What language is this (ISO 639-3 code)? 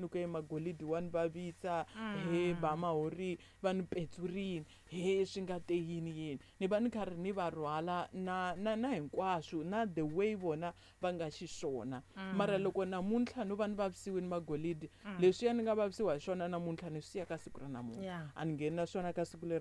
tso